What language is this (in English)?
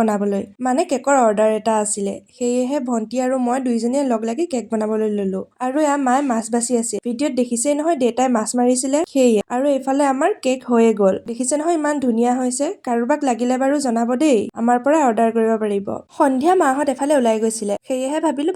Assamese